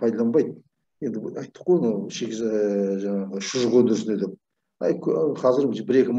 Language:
Kazakh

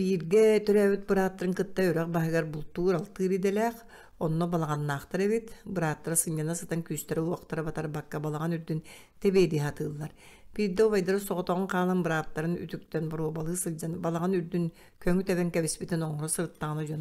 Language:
Yakut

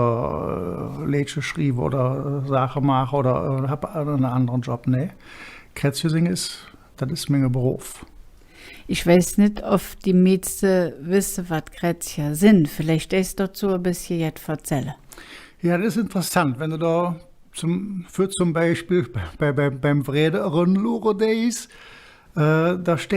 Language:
Colognian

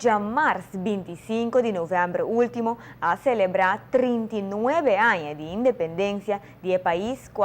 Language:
Papiamento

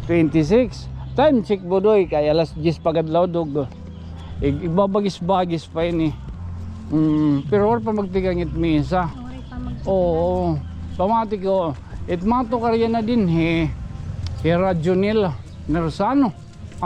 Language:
Waray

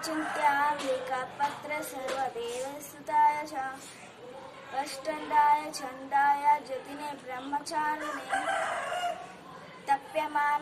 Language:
Telugu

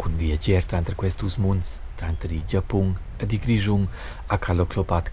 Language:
Romansh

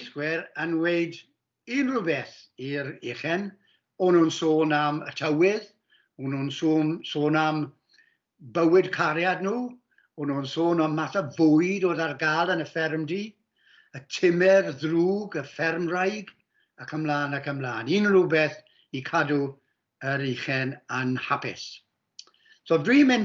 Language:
Welsh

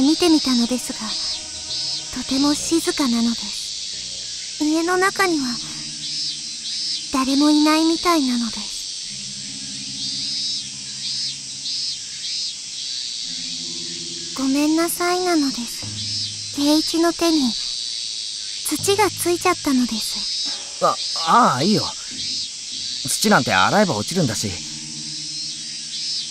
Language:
Japanese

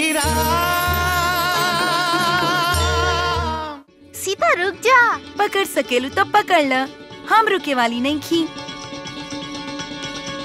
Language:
Bhojpuri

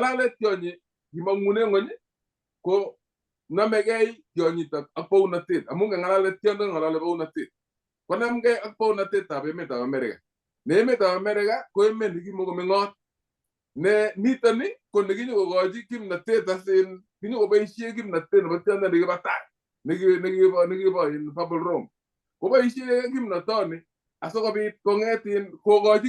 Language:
Kalenjin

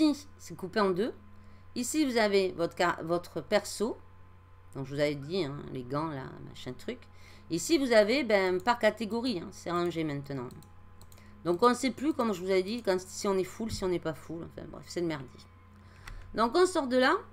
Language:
French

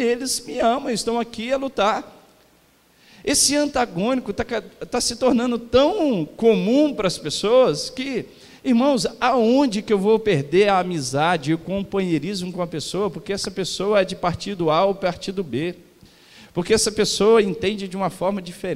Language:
Portuguese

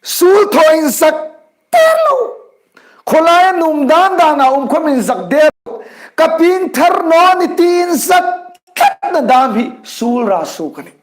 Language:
Hmar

